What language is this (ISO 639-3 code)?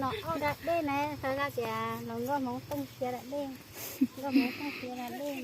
hmn